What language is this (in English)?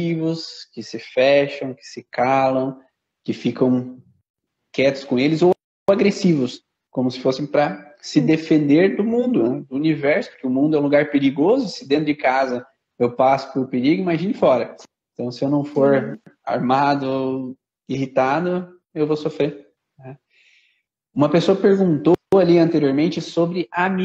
Portuguese